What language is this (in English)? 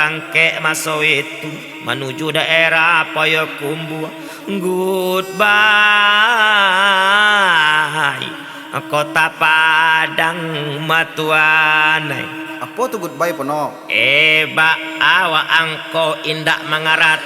Minangkabau